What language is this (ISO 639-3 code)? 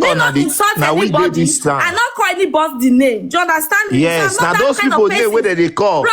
pcm